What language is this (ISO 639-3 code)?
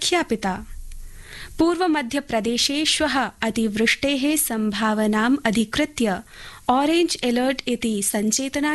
san